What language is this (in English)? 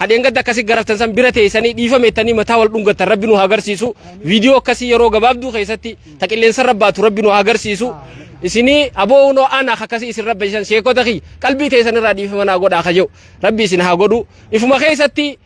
Oromo